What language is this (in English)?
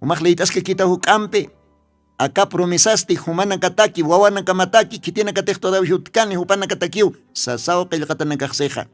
Aymara